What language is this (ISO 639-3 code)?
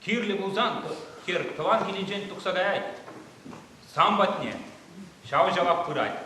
chv